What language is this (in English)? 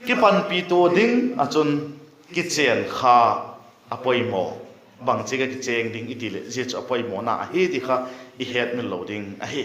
Vaiphei